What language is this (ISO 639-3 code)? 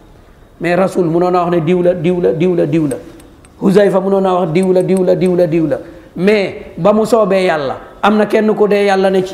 wol